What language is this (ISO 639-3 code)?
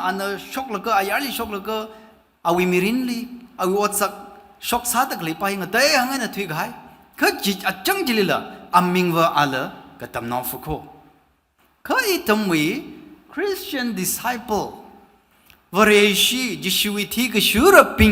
nmf